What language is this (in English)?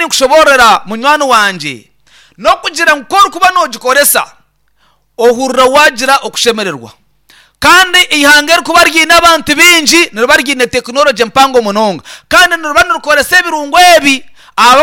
Nyankole